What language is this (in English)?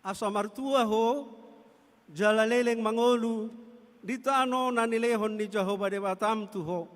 Batak Toba